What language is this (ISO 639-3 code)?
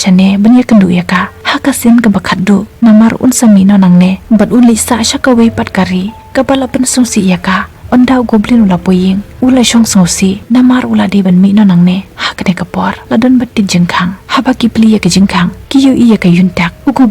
kha